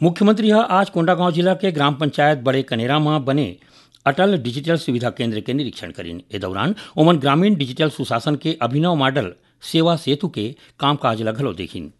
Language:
Chhattisgarhi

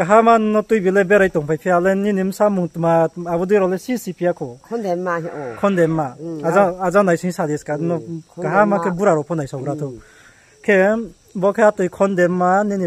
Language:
Riang (India)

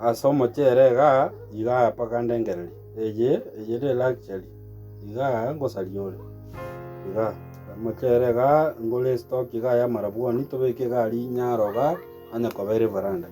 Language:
Gusii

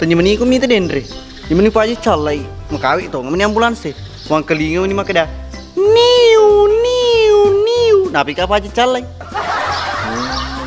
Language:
Buginese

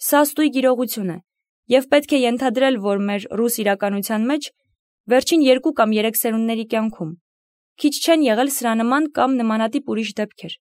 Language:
Armenian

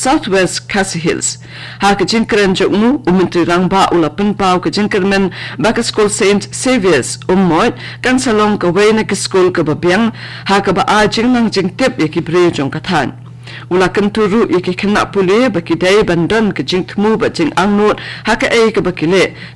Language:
Khasi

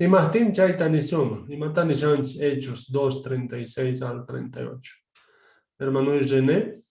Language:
Quechua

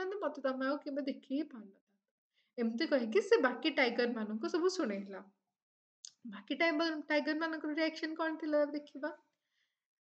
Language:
Odia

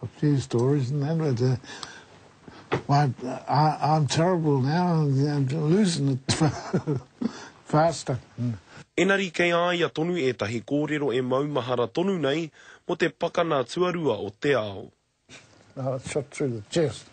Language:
Māori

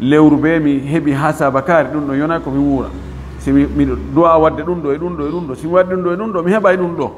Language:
Fula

